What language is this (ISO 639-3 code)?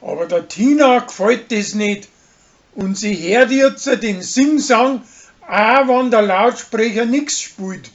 bar